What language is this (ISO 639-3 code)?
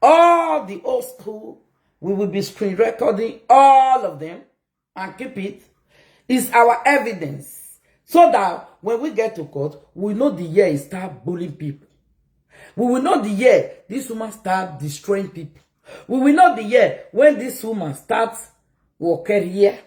pcm